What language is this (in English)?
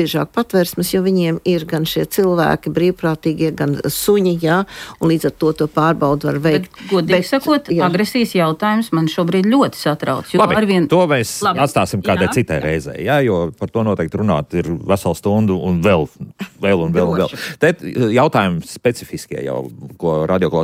Latvian